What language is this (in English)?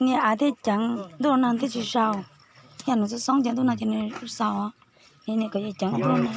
Hmong